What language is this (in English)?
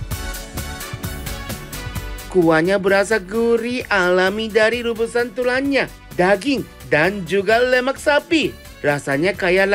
Indonesian